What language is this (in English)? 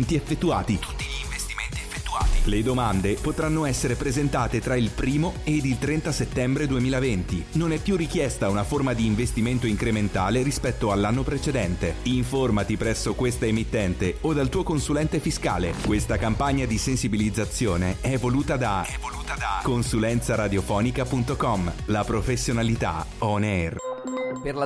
Italian